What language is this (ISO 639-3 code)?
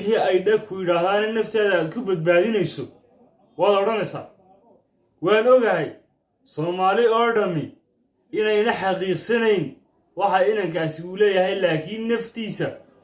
som